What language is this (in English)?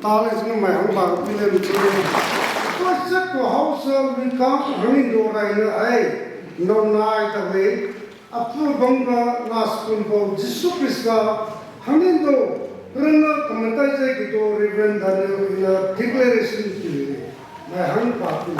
Maram Naga